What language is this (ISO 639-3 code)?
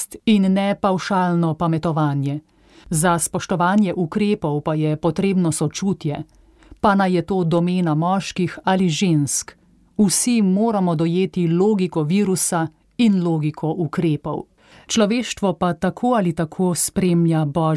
slv